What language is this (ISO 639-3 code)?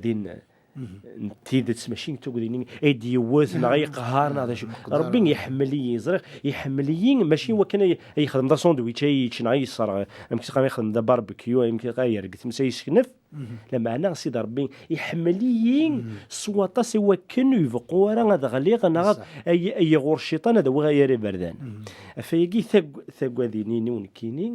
kab